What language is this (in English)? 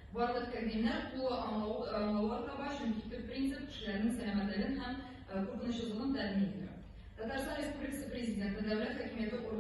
Tatar